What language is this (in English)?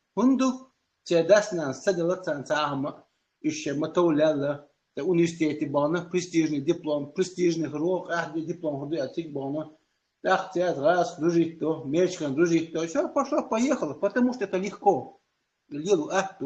Chechen